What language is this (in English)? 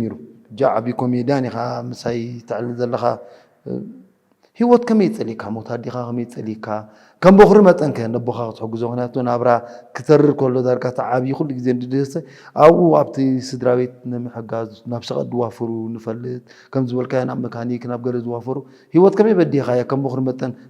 Tigrinya